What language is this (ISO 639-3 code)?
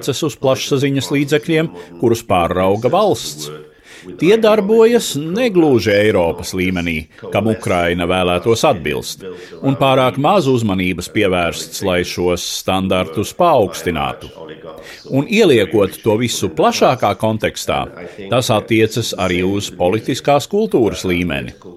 lav